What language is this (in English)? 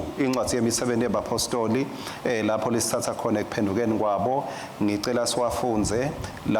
Swati